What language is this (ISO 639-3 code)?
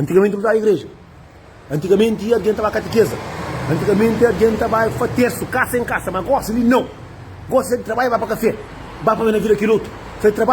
kea